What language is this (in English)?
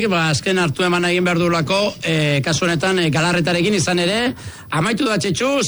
Basque